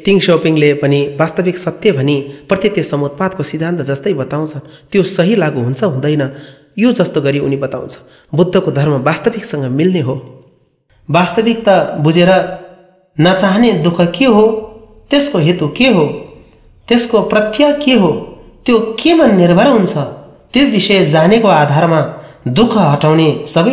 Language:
Nepali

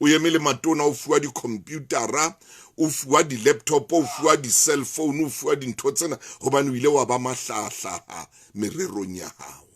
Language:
Southern Sotho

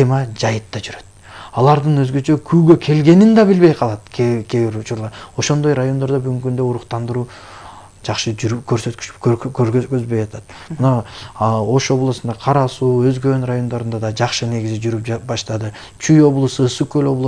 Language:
Kyrgyz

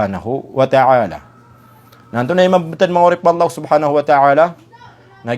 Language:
Maranao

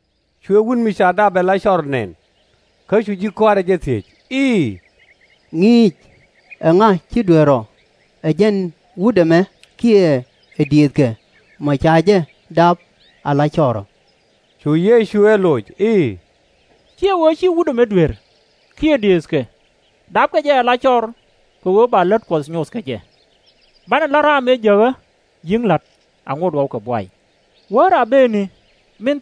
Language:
Nuer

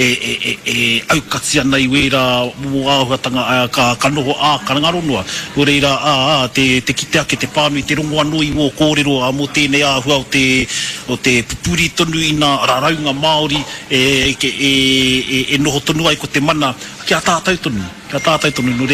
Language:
Māori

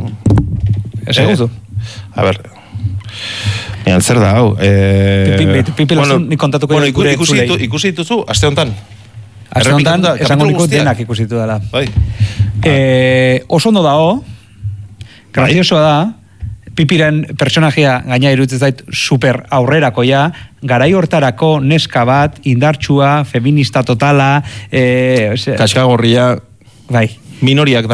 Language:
Basque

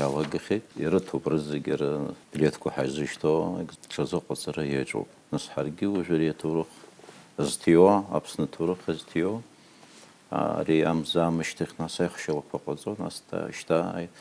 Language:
Abkhazian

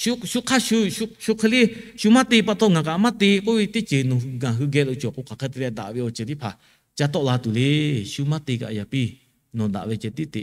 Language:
Lahu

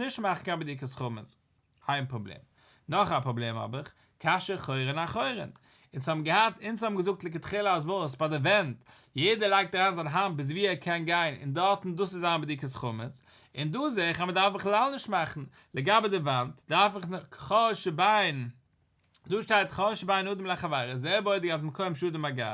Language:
Yiddish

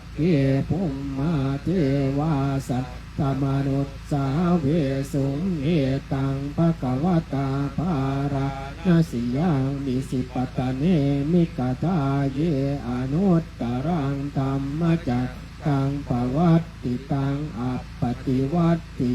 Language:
Pali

